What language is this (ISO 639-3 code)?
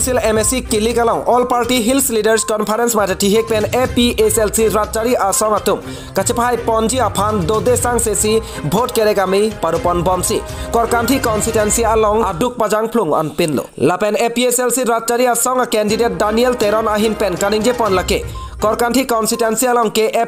mjw